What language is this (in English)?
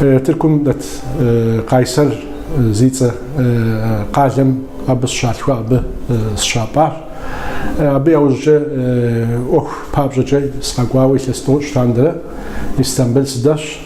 Kabardian